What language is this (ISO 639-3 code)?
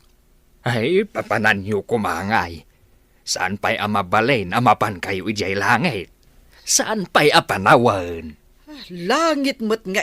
ilo